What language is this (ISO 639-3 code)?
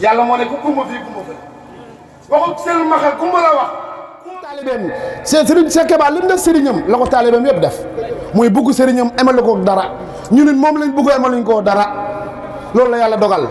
wol